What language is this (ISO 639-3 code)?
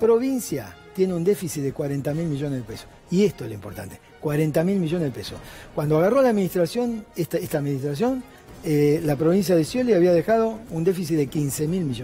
spa